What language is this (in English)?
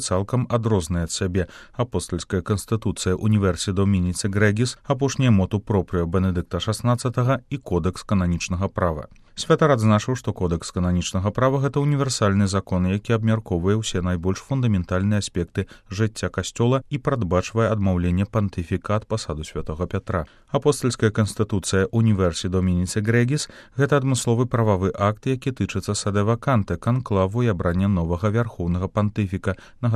Belarusian